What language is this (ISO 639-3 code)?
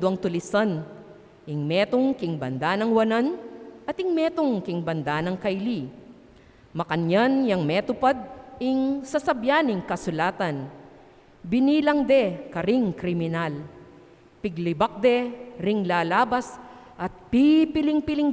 pam